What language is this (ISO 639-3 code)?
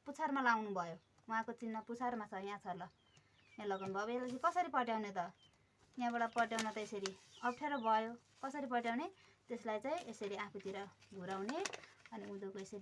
nep